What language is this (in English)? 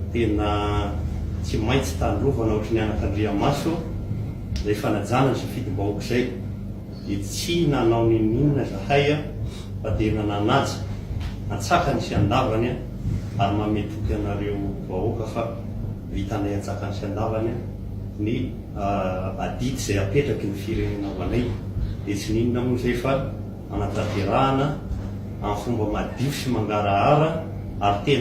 Malagasy